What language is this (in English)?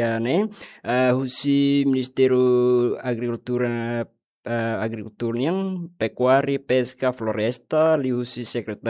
Tetum